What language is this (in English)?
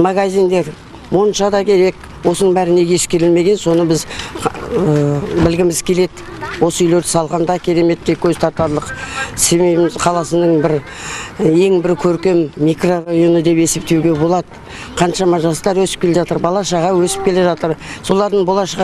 Kazakh